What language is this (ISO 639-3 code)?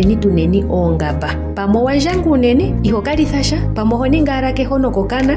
ndo